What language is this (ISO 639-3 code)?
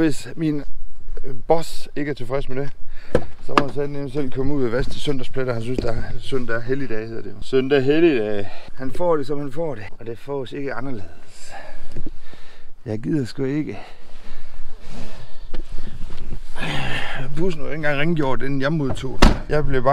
dan